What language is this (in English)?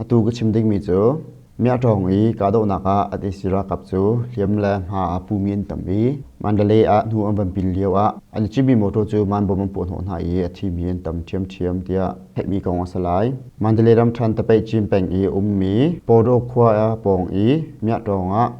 Hakha Chin